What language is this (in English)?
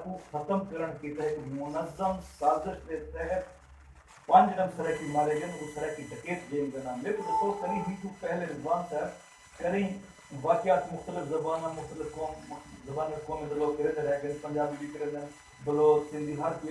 Saraiki